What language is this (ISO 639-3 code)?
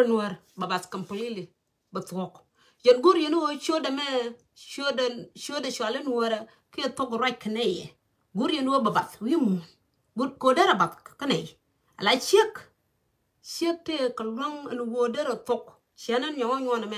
nus